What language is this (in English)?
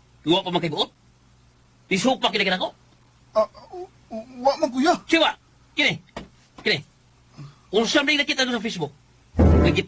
Cebuano